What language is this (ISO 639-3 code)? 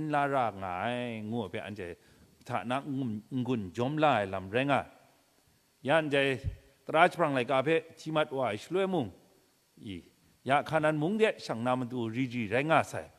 kac